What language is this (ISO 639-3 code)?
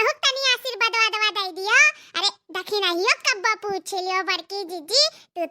awa